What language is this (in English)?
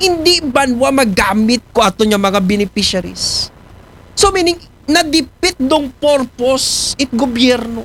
Aklanon